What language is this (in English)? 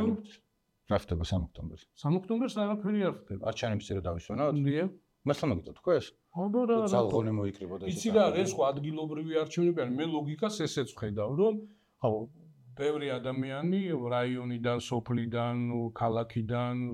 Georgian